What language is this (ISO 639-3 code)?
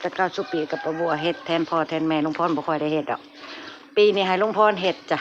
tts